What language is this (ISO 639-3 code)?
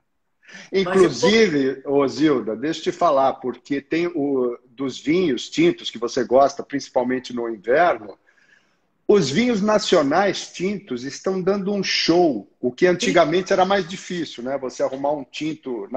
por